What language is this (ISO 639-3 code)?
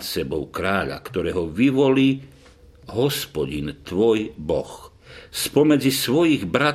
slk